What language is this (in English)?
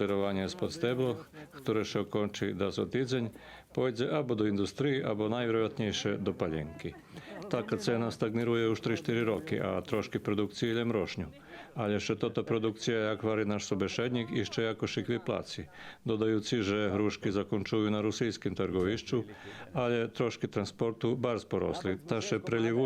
Rusyn